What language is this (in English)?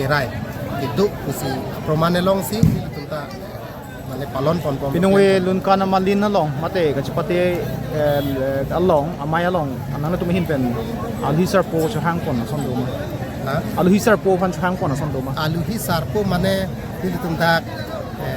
Karbi